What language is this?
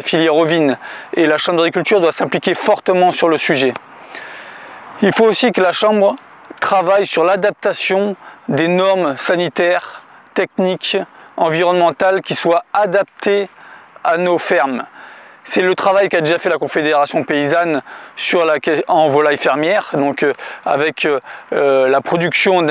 French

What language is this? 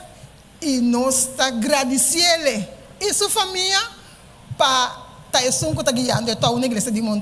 Papiamento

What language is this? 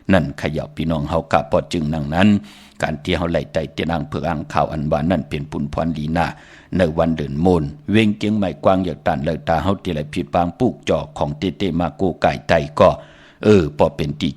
Shan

